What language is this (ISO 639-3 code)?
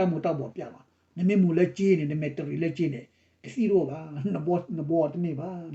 ksw